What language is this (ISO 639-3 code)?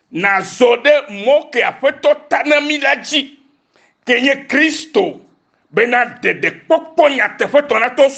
ewe